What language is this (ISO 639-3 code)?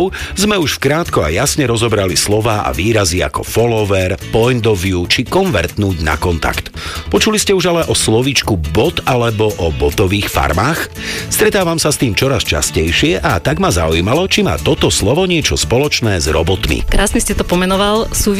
slk